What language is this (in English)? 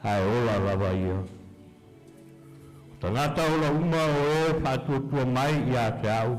Samoan